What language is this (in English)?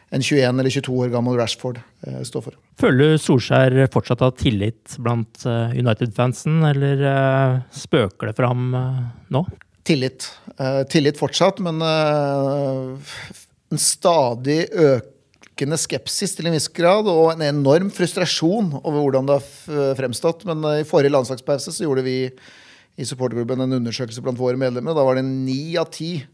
Norwegian